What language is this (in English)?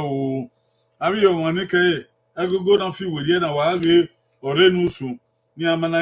Bini